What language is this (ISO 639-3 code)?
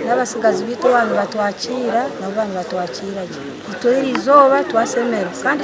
nyn